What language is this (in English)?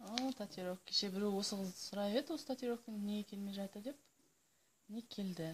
Kazakh